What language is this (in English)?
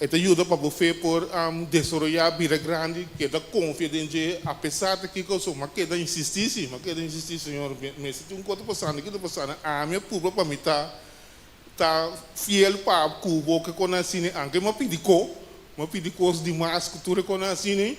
Papiamento